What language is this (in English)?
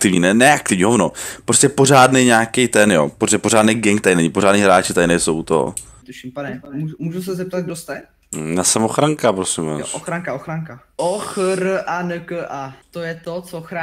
Czech